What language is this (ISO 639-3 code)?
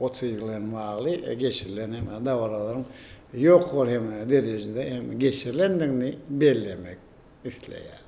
tuk